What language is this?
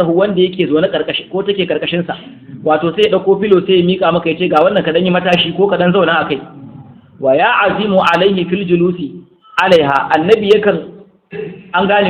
Hausa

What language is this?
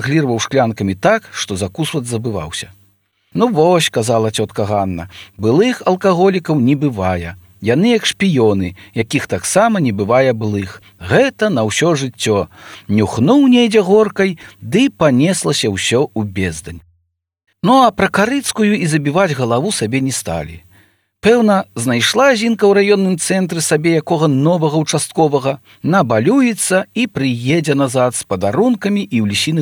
Belarusian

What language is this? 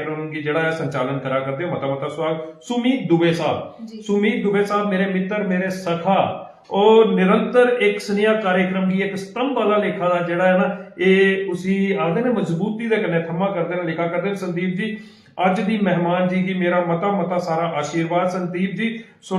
Dogri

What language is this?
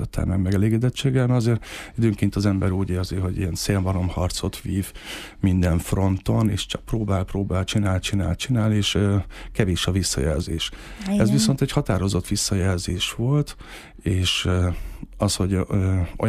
Hungarian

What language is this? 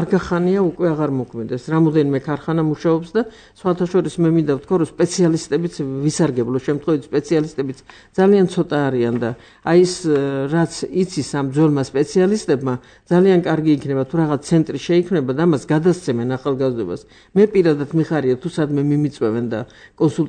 Georgian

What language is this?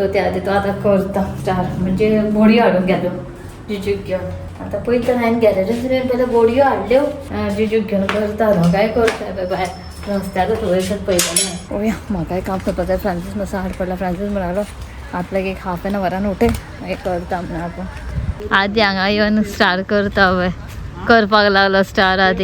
Konkani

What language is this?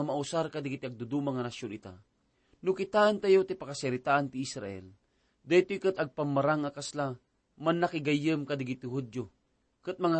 Iloko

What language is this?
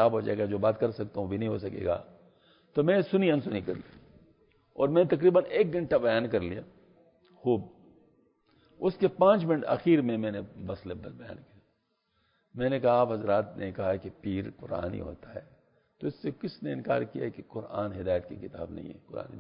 Urdu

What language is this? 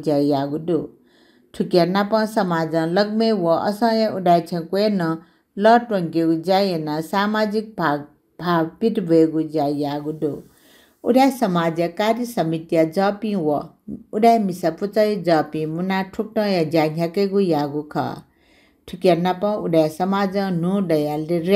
Newari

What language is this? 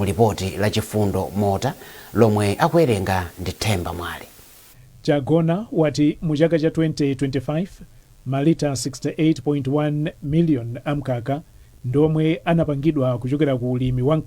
Nyanja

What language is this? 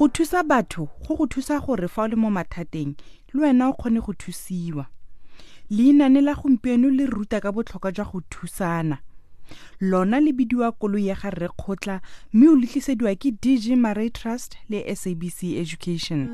Tswana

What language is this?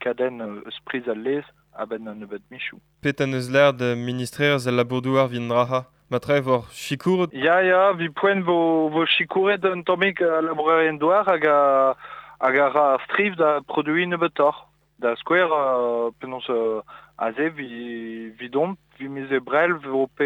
Breton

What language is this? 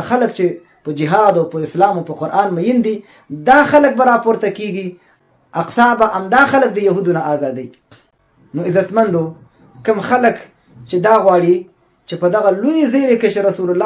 Pashto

